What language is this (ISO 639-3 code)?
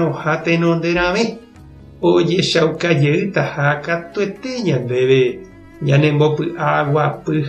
grn